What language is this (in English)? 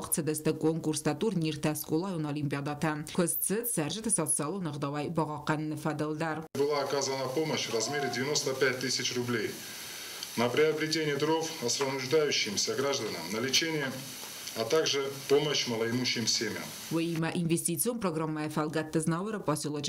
Ossetic